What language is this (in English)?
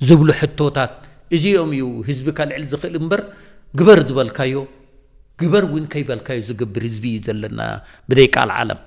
Tigrinya